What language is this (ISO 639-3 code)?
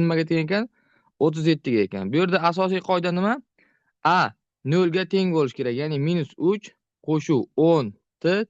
uzb